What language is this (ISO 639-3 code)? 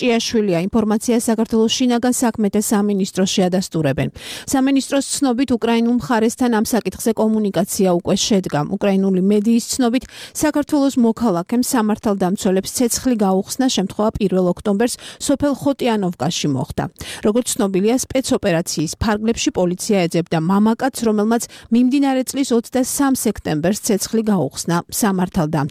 kat